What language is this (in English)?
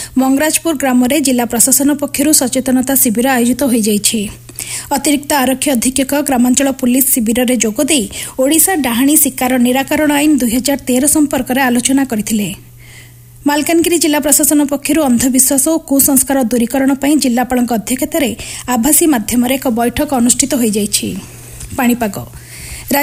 Odia